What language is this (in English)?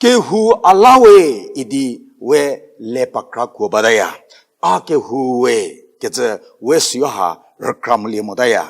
Angami Naga